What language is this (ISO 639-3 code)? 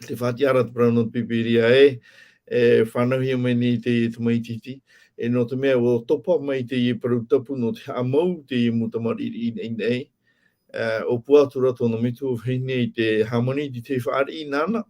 tah